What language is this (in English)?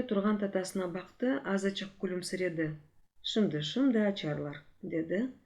Crimean Tatar